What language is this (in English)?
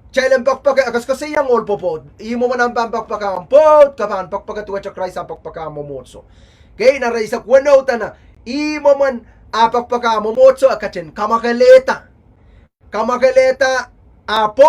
Pohnpeian